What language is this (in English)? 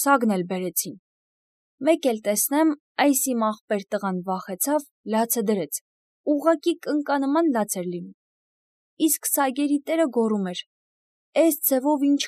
Armenian